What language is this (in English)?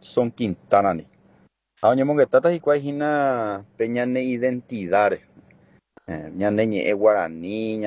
Guarani